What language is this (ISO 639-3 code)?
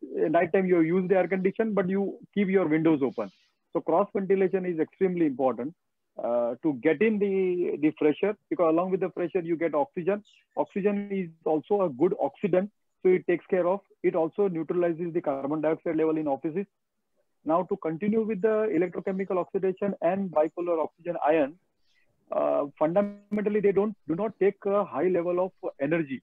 eng